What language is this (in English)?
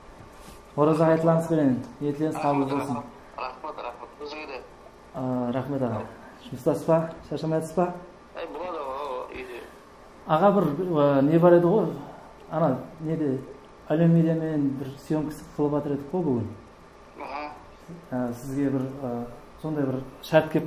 Kara-Kalpak